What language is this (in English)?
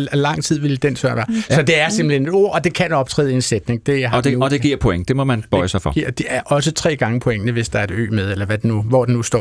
Danish